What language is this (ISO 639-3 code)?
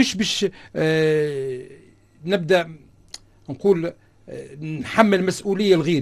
aeb